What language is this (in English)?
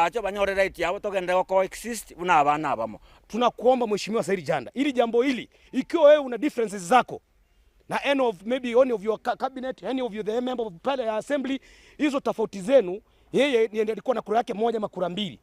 Gusii